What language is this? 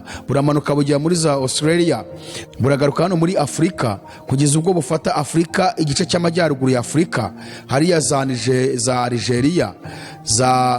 Kinyarwanda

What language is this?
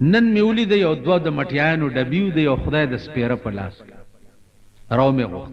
Pashto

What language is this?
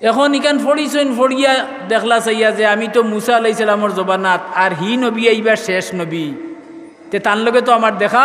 Sylheti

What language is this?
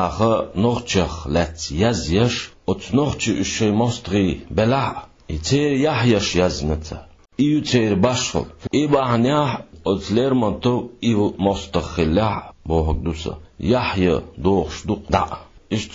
Chechen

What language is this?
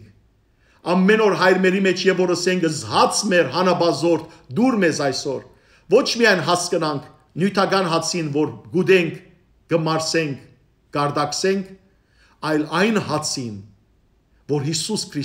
Western Armenian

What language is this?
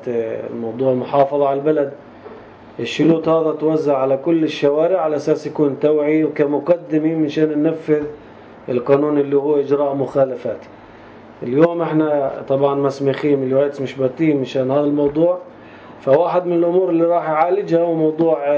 North Levantine Arabic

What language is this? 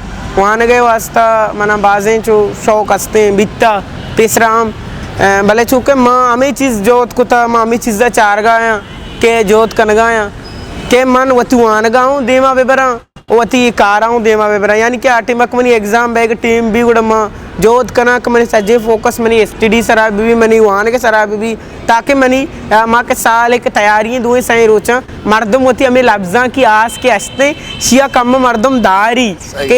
Eastern Balochi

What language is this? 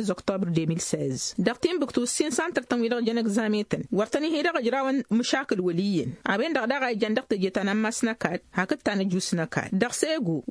Tamasheq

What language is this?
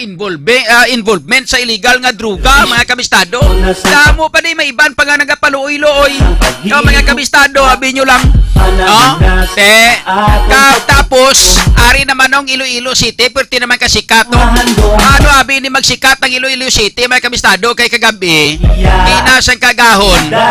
Hiligaynon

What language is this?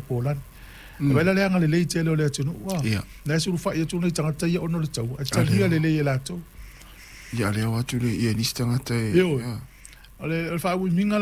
Samoan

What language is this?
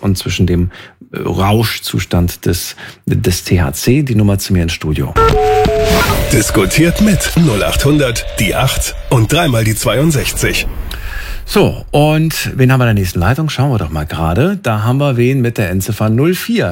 German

